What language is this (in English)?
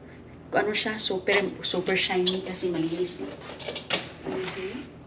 Filipino